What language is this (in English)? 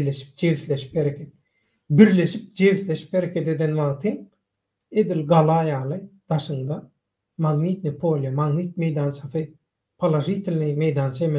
Turkmen